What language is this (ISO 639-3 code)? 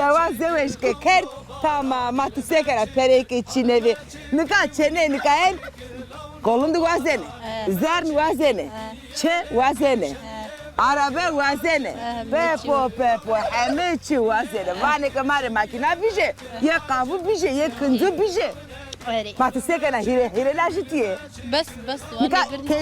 zza